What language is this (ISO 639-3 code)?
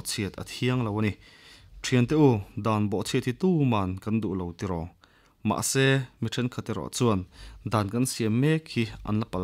lus